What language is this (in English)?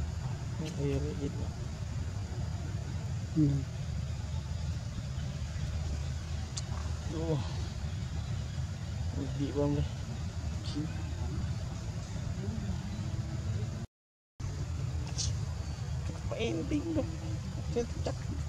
Vietnamese